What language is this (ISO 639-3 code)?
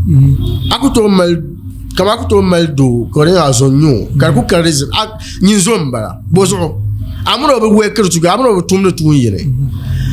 dag